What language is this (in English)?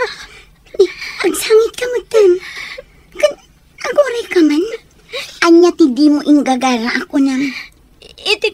Iloko